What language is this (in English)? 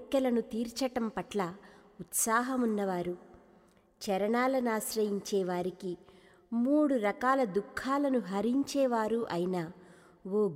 Telugu